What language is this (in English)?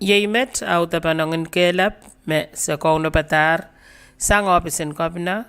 Pohnpeian